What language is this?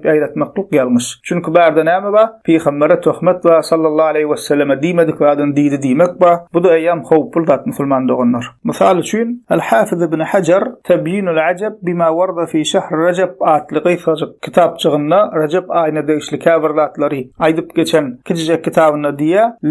Turkmen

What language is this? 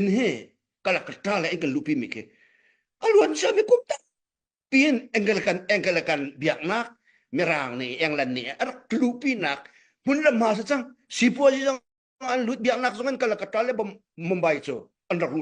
Hakha Chin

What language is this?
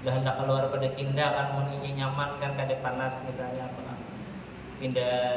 Banjar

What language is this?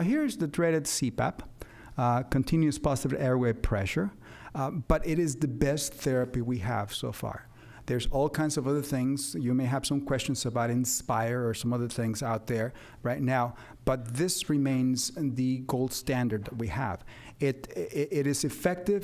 English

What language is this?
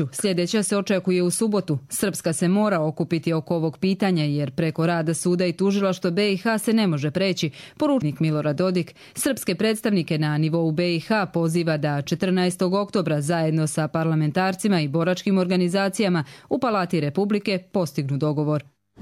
Croatian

